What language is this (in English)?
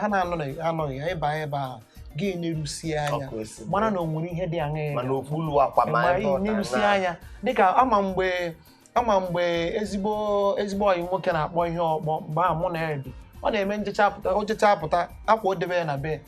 Igbo